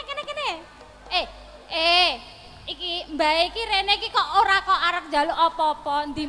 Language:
Javanese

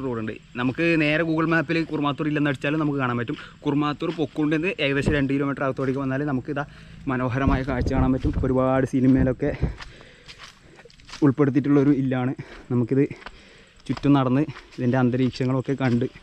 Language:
Malayalam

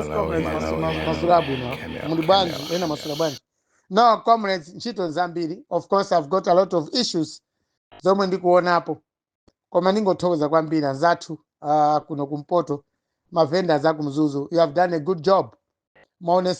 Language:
Nyanja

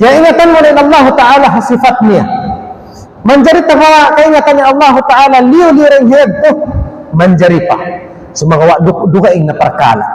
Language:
Tausug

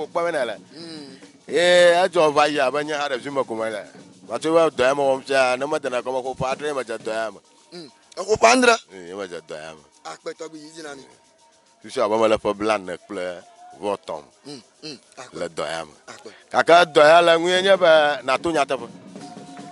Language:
Ewe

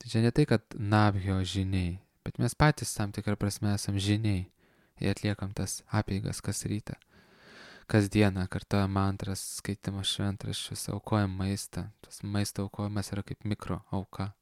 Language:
Lithuanian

